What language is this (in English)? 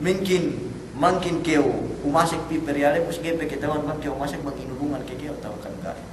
Yakan